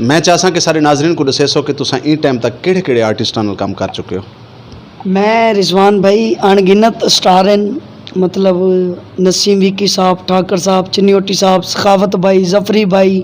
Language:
Western Panjabi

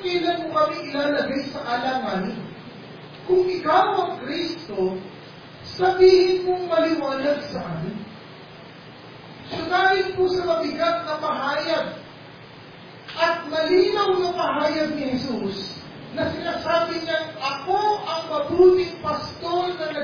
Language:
Filipino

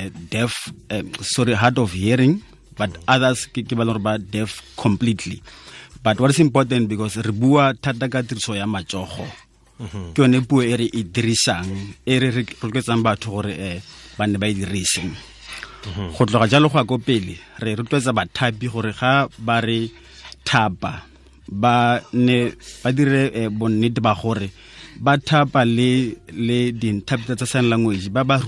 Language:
Tswana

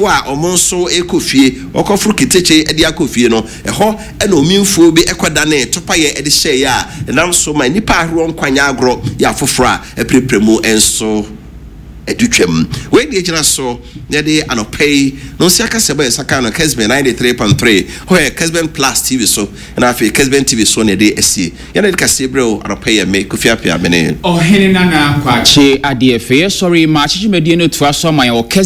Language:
Akan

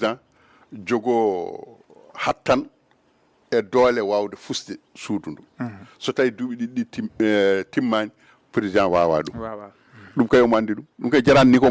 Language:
Fula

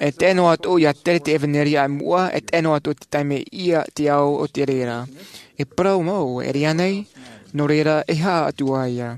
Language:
Tahitian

